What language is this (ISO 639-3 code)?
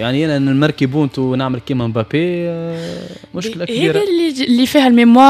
aeb